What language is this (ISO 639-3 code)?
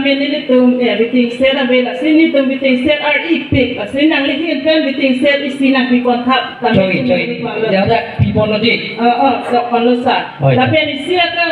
mjw